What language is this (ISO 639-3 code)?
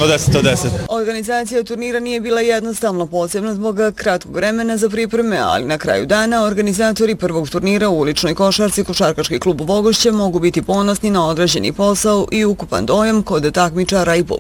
bos